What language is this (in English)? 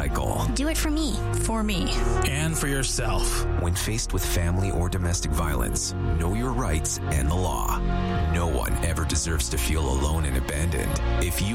English